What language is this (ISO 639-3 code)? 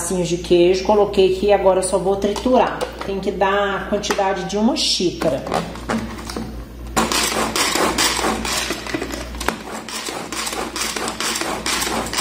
por